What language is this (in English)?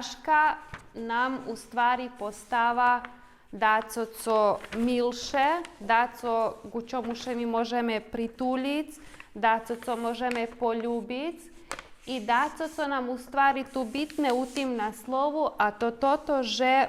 Rusyn